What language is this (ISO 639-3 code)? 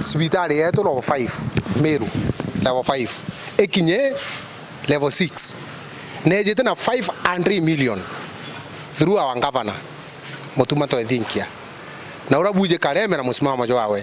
mer